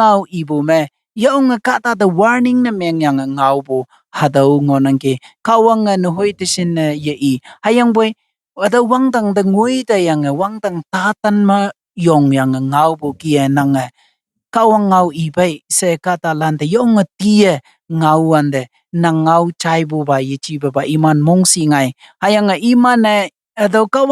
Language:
Konyak Naga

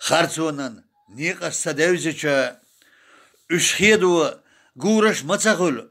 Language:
Chechen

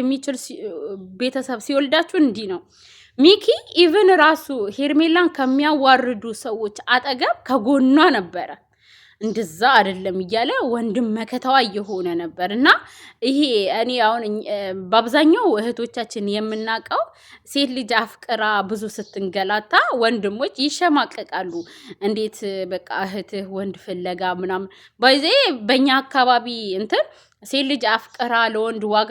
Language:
Amharic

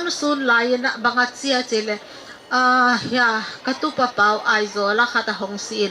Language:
Paite Chin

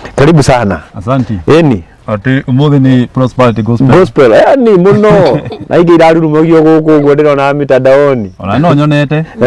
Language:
Kikuyu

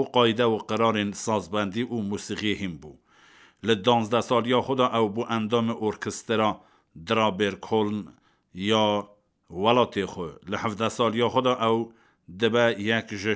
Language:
Kurdish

